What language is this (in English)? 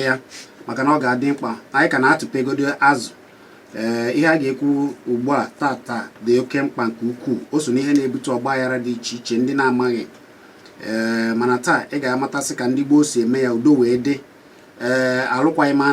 Igbo